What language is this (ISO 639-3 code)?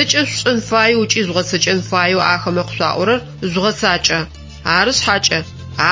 ady